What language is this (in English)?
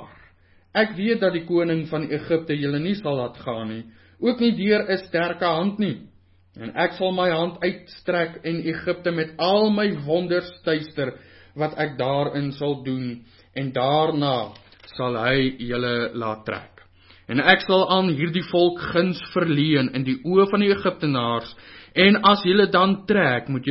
Afrikaans